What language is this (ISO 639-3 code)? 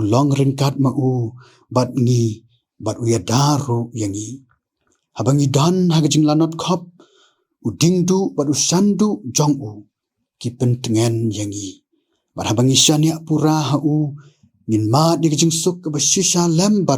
kha